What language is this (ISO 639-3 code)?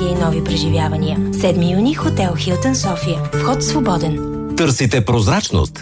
bul